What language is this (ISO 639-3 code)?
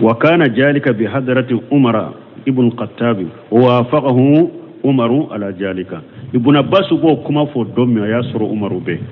bam